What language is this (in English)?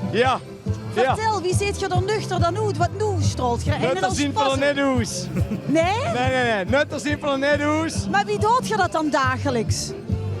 Limburgish